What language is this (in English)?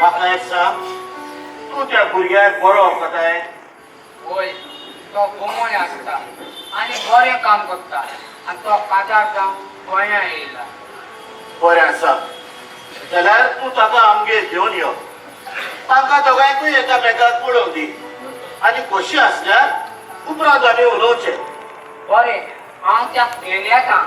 Konkani